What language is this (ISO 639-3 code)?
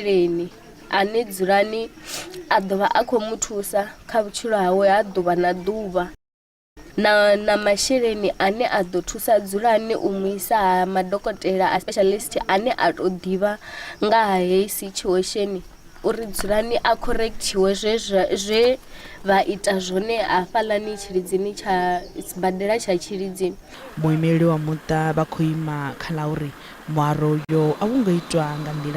ven